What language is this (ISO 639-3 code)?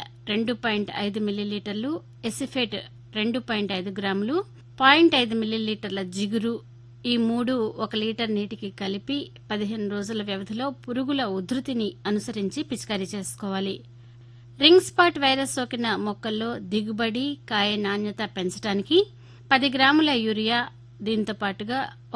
tel